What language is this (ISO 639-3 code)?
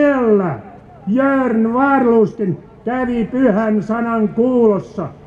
fin